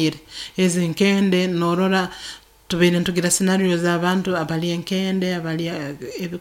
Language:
Nyoro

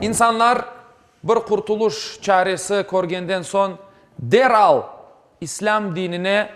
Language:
Crimean Tatar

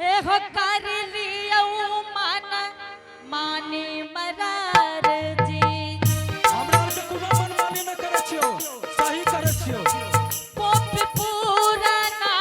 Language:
Angika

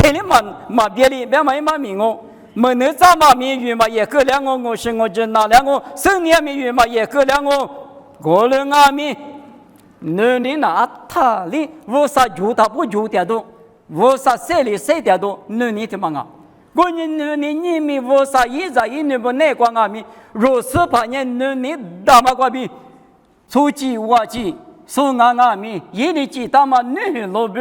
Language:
Lisu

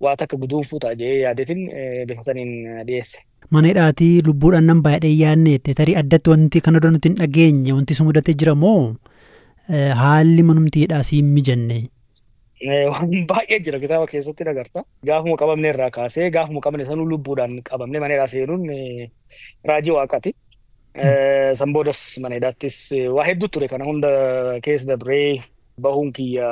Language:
Oromo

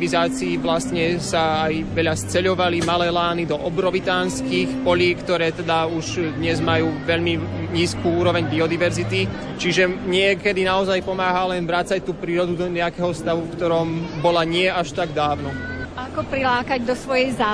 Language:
Slovak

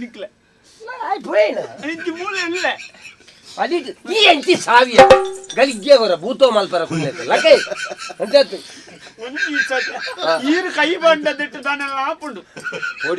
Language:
Tulu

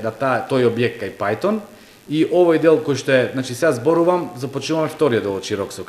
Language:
Macedonian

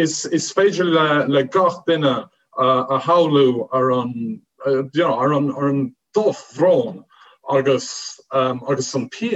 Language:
Irish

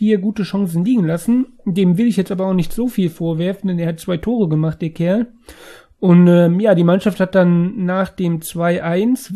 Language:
German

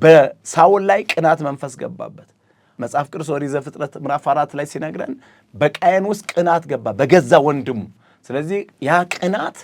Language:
Amharic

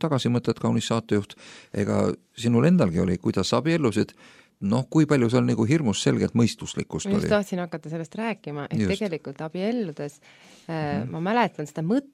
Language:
Estonian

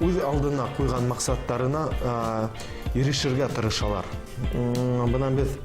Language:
Bashkir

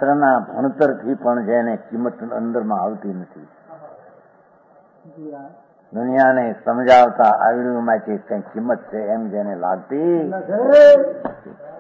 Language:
Gujarati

